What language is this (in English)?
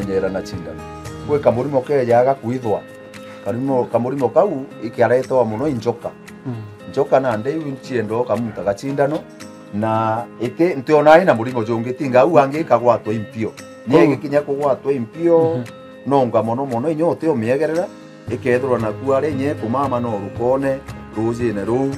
Meru